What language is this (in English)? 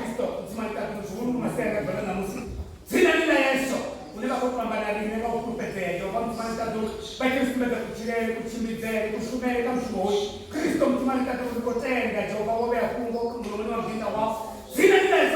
Venda